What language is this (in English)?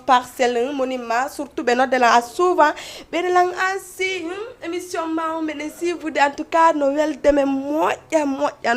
Fula